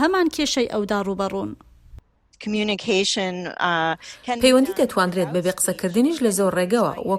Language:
Central Kurdish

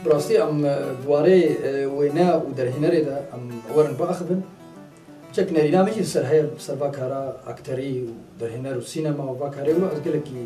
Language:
Kurdish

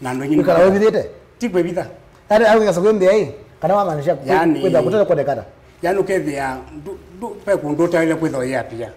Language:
Kamba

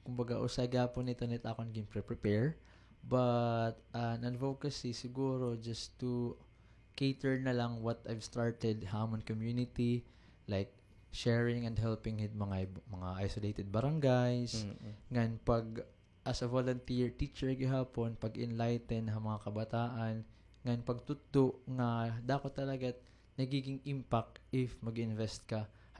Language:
Waray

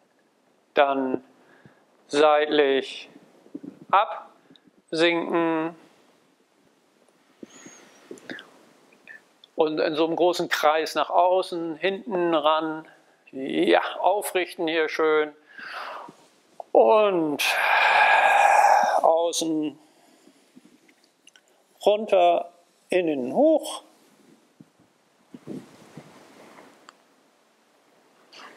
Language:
German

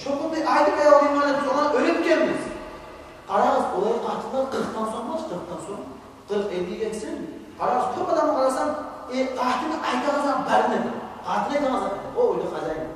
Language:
Kumyk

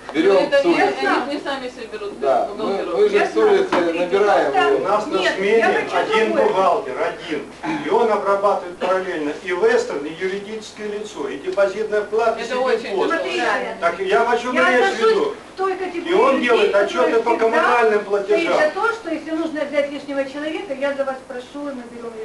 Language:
Russian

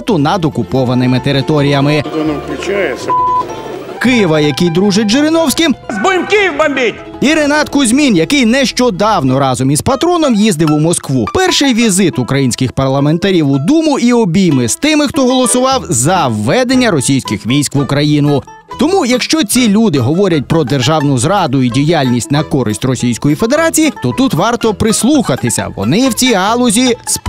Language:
Ukrainian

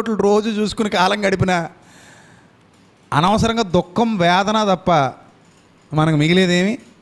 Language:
Telugu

